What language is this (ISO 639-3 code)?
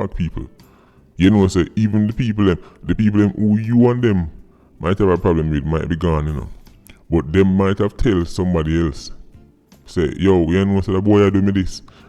jam